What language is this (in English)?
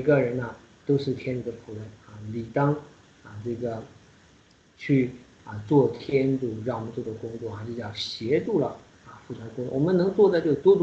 Chinese